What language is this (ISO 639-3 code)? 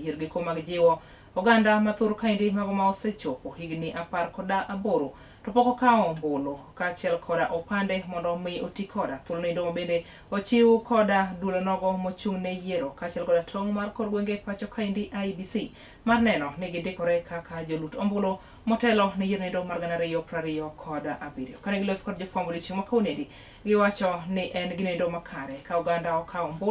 luo